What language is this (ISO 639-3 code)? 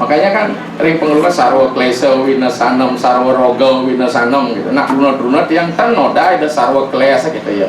ban